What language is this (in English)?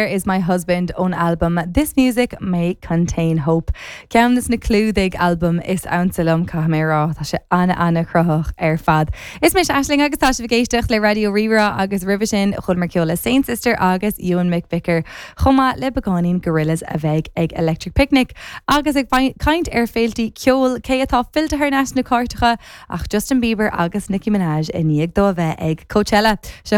Irish